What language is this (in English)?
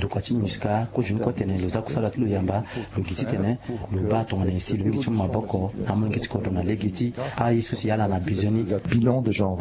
Sango